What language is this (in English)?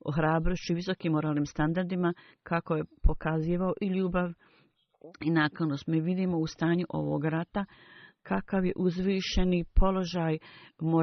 Bosnian